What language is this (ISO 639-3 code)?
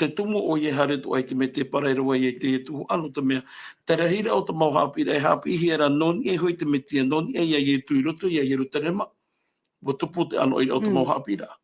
tah